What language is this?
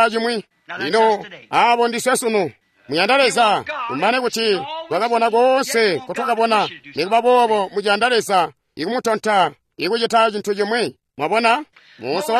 Tonga (Zambia)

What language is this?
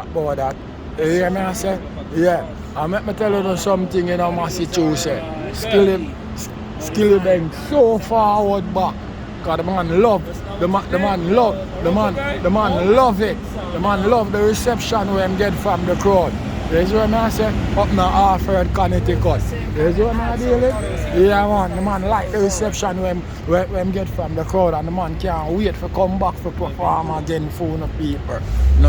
Jamaican Creole English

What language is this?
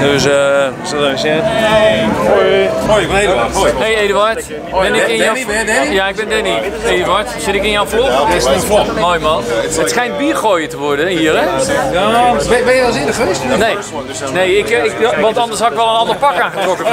Western Frisian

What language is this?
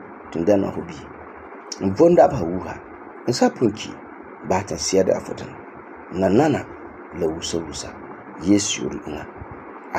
Frafra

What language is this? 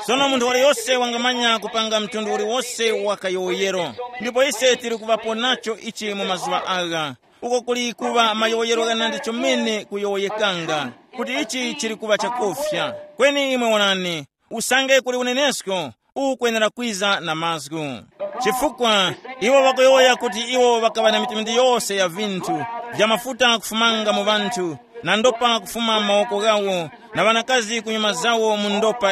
Tumbuka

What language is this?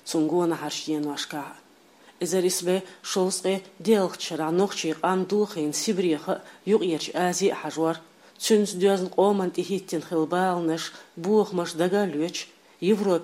Chechen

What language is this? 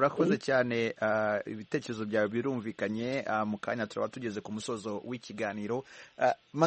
Kinyarwanda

